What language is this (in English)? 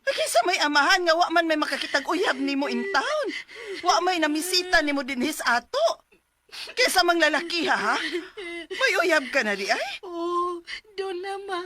Cebuano